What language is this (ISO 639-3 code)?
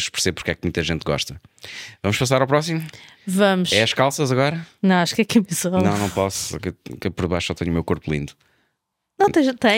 por